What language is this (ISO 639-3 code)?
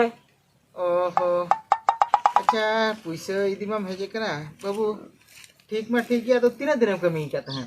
sat